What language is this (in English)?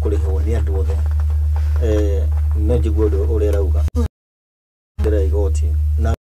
Kikuyu